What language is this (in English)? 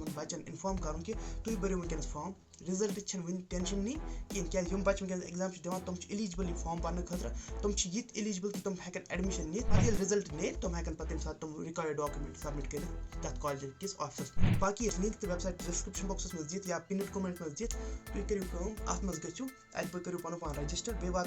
Kashmiri